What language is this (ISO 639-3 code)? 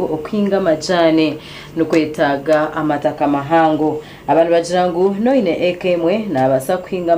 nyn